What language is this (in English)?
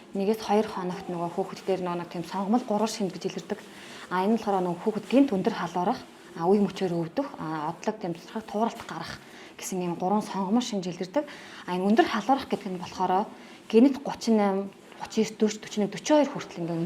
Mongolian